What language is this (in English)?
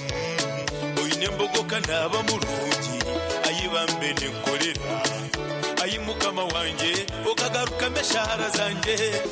Nyankole